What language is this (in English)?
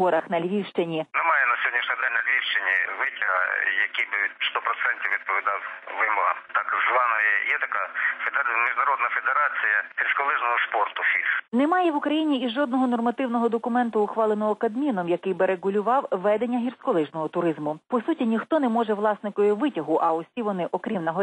Ukrainian